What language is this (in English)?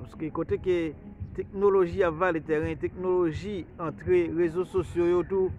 Haitian Creole